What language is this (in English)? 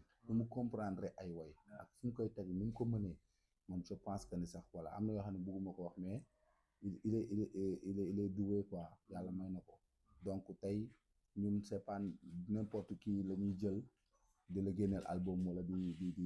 Wolof